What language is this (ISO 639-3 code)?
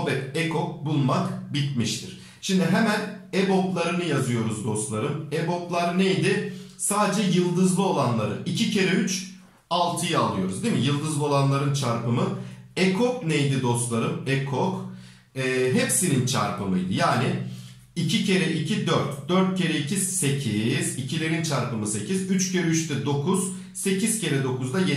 tur